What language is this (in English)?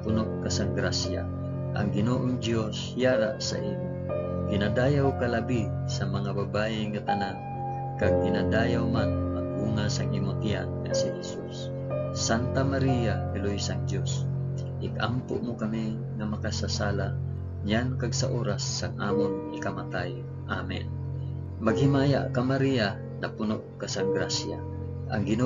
Hiligaynon